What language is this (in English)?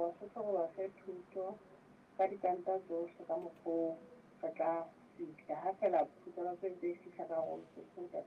Southern Sotho